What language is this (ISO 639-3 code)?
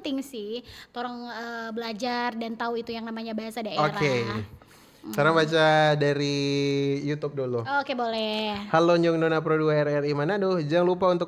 xmm